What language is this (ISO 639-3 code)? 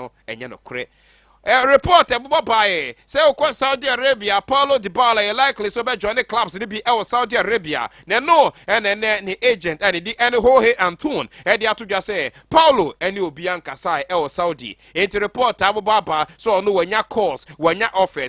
aka